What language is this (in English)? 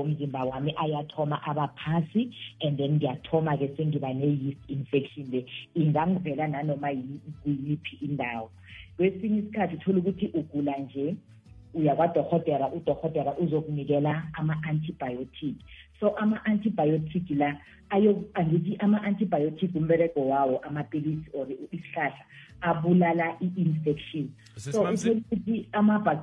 South Ndebele